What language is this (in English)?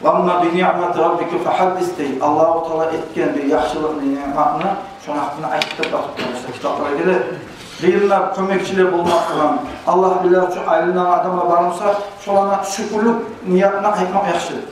Kumyk